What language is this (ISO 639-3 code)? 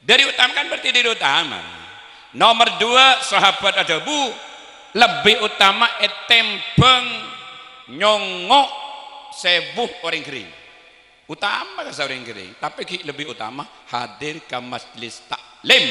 mad